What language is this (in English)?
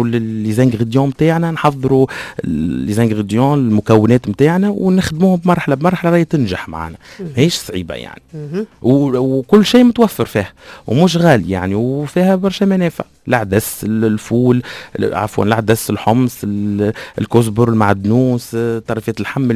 Tunisian Arabic